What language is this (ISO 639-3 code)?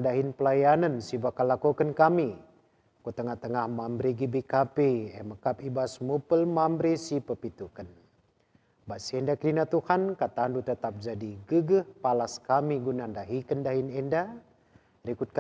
btx